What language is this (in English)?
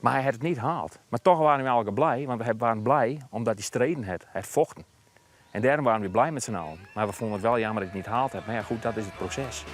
Western Frisian